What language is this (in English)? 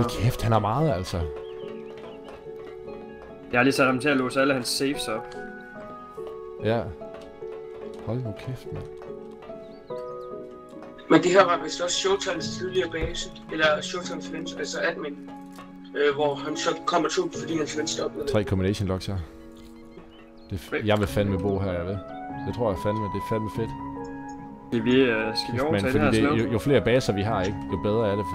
Danish